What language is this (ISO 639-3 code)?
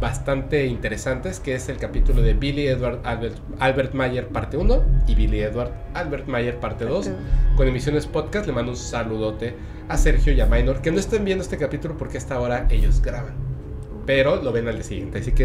spa